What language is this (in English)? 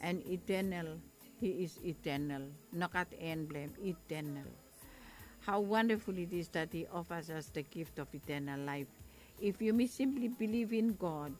Bislama